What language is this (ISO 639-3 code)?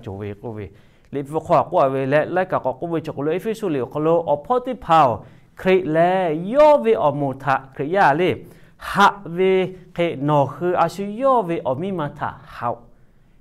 lhu